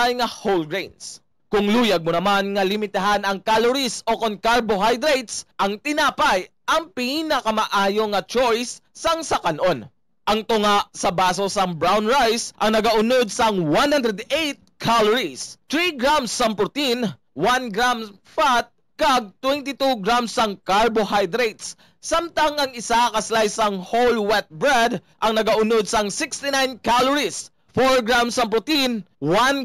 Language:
Hiligaynon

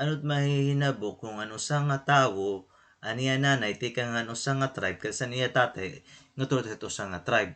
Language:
Waray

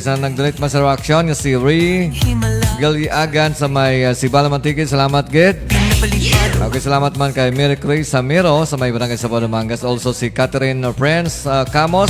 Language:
Hiligaynon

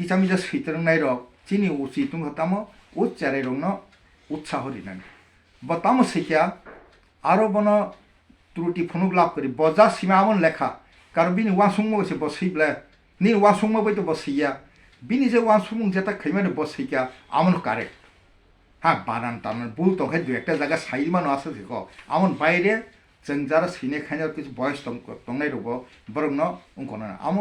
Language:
Kok Borok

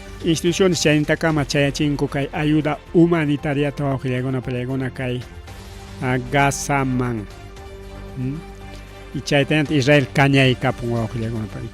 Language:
Ayacucho Quechua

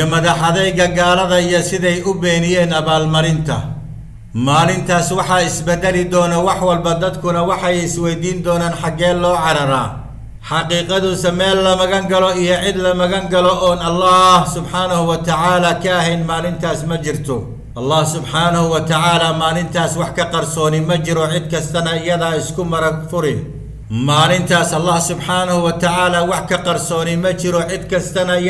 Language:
Somali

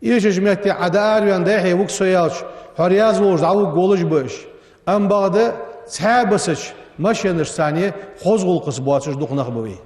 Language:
Ingush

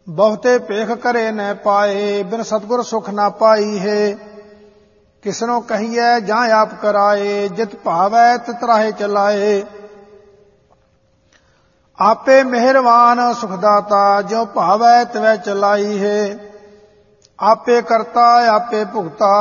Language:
Punjabi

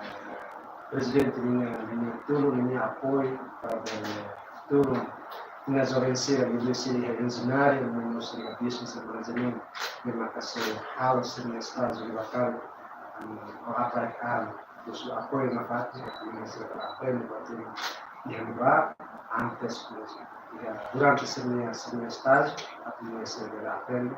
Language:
Tetum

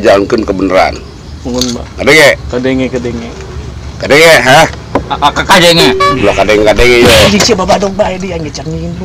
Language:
Sundanese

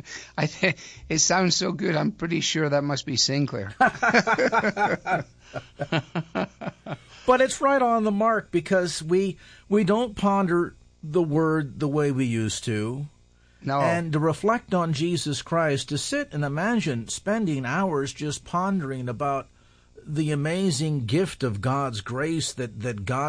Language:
English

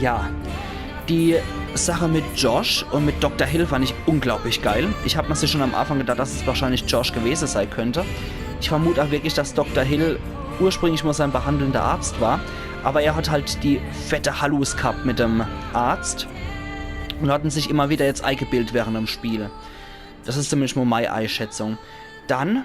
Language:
Palatine German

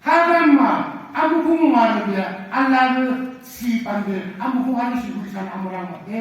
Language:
Naga Pidgin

